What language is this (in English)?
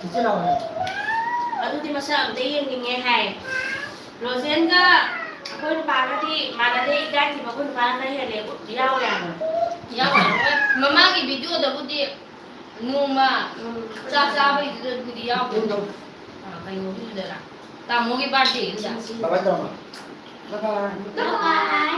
Manipuri